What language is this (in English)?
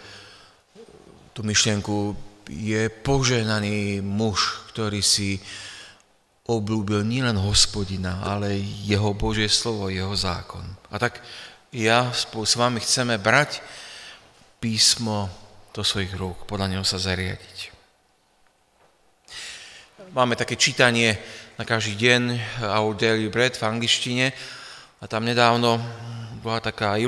Slovak